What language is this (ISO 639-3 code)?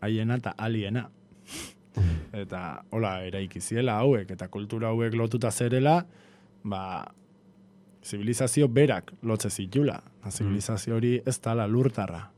eus